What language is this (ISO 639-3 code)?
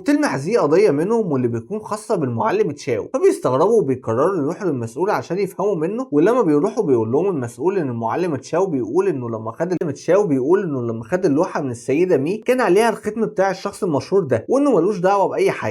arz